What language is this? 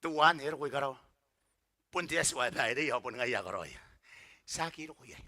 Gilbertese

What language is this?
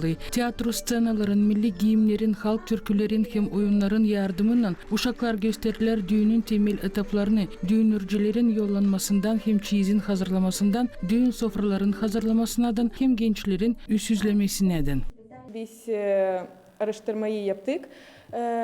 Gagauz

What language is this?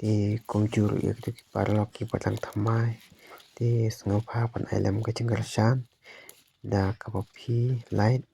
Khasi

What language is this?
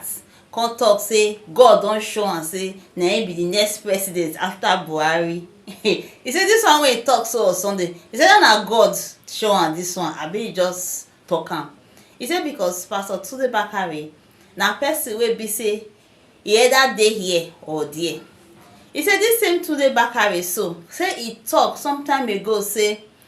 Nigerian Pidgin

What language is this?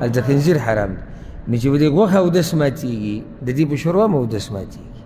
Pashto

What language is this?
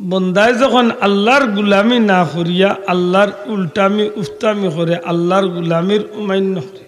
Sylheti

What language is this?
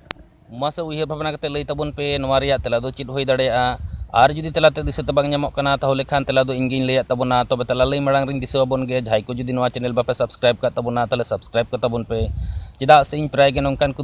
Santali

